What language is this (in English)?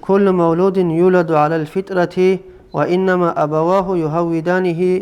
Avaric